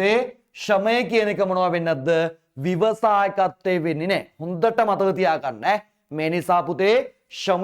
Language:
Sinhala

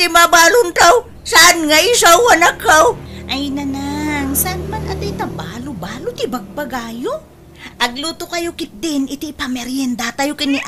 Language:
Iloko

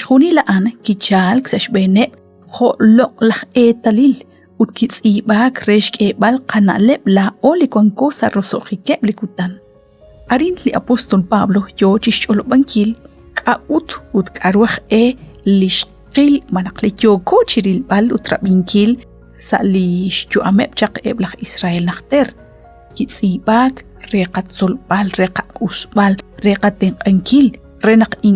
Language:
Kekchí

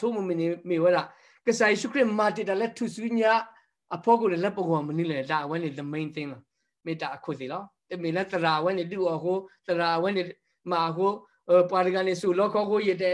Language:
S'gaw Karen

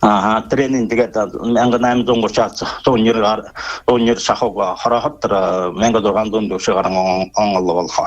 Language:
Buriat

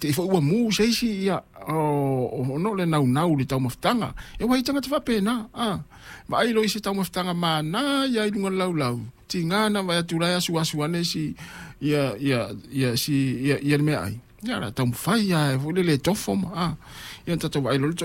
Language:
Samoan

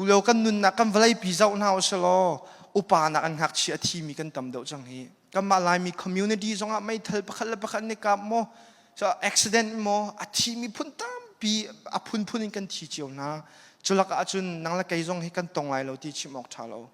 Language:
Hakha Chin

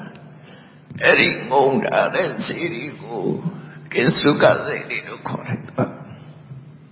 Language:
Burmese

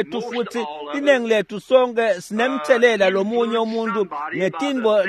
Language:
Swati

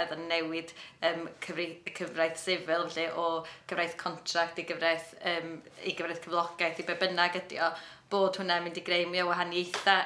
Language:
Welsh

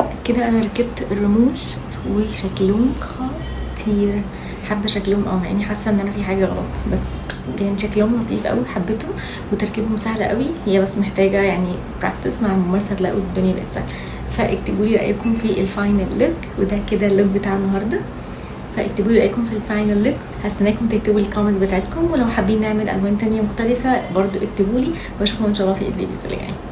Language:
Egyptian Arabic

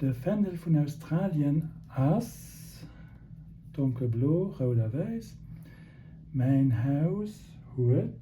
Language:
Luxembourgish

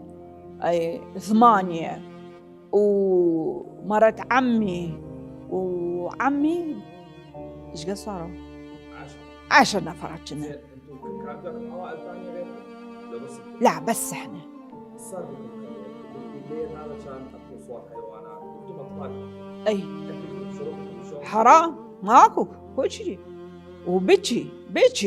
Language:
Mesopotamian Arabic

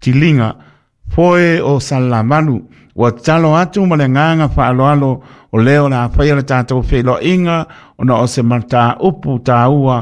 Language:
Samoan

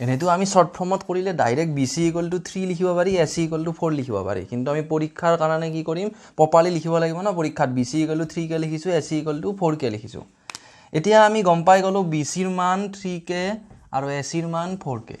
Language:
Assamese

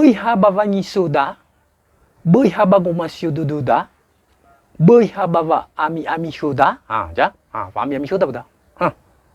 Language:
Nias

